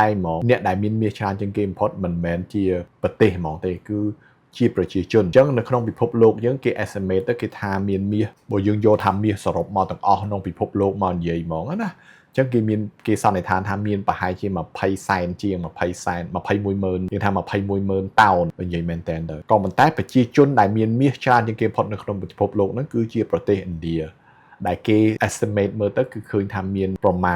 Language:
Khmer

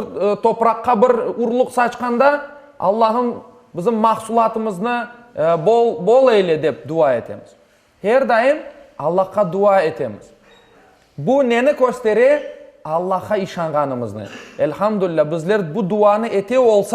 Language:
Crimean Tatar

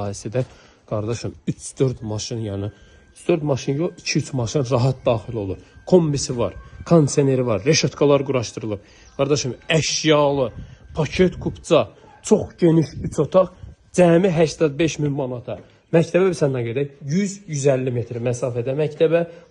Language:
Azerbaijani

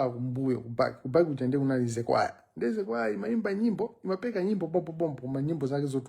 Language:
Nyanja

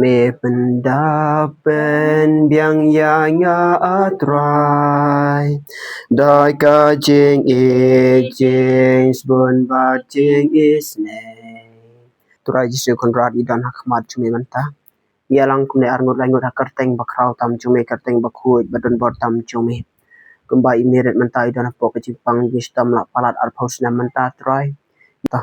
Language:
Khasi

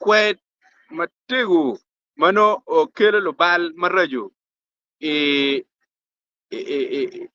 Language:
Acoli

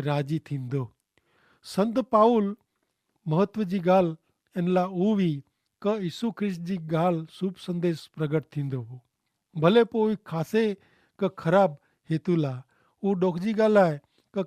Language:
Kachhi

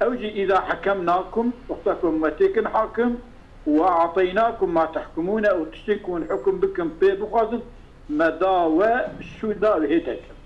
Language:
Kurdish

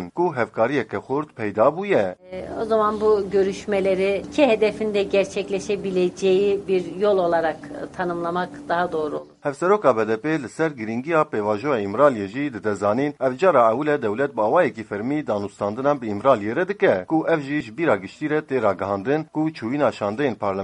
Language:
Kurdish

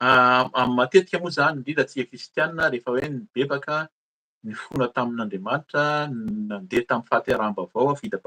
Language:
Malagasy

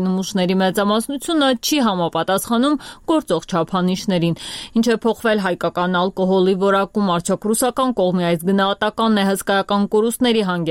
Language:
Armenian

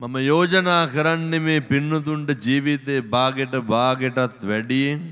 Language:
Sinhala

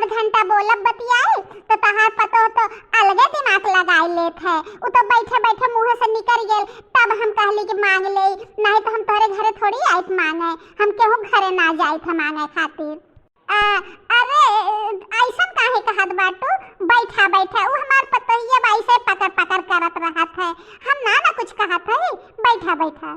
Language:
Bhojpuri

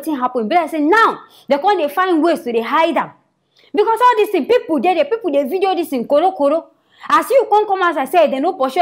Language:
Nigerian Pidgin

